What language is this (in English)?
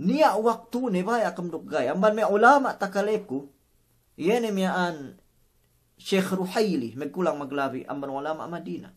Yakan